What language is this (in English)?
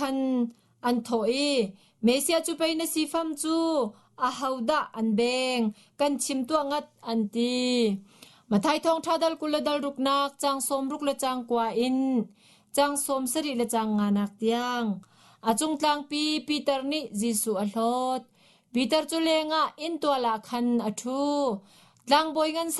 Hakha Chin